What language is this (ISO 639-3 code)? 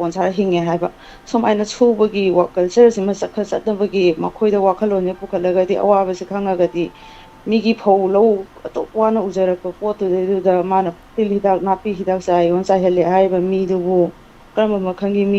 mni